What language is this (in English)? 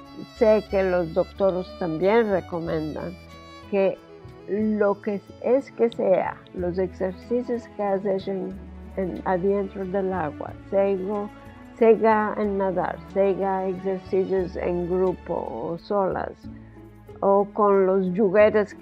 Ladino